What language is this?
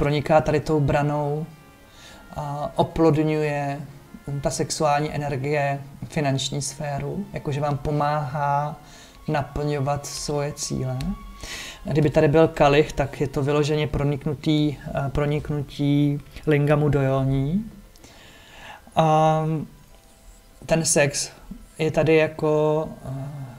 Czech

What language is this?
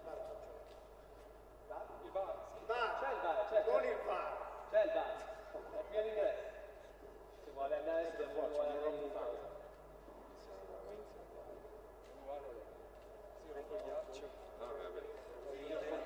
Italian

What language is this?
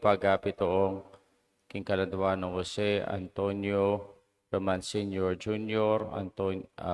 Pampanga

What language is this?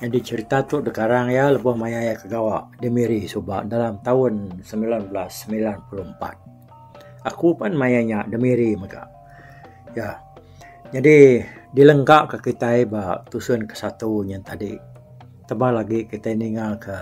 Iban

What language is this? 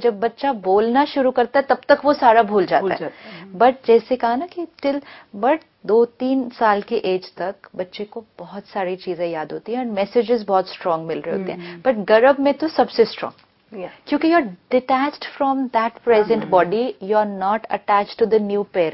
Hindi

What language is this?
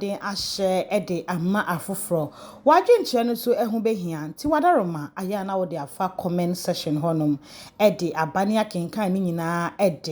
Akan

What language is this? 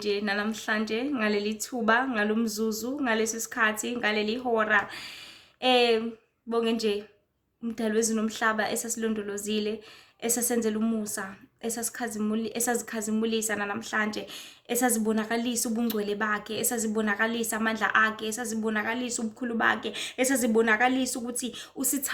Zulu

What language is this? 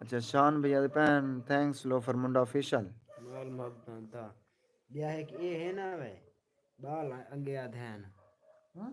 Saraiki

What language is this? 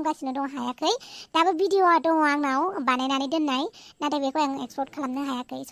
Bodo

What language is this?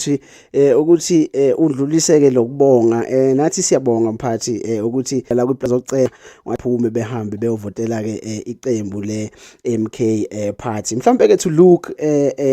Zulu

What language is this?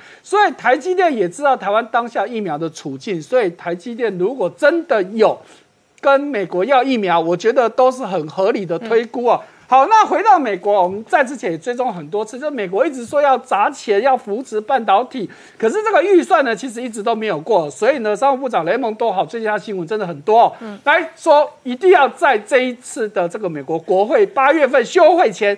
Chinese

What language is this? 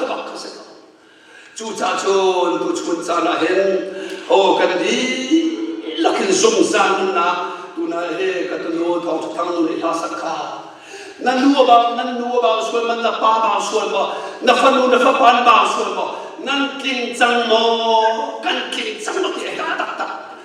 Hakha Chin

